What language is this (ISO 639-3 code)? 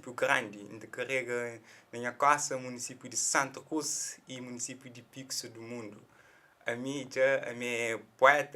kea